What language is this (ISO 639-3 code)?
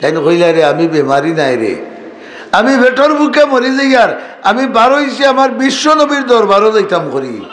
syl